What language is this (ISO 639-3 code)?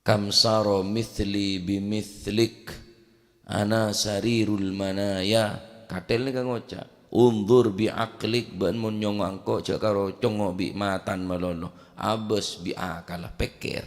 mad